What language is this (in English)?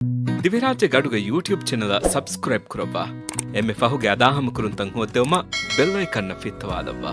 Divehi